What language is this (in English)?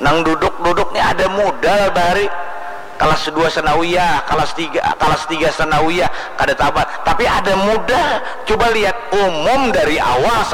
Banjar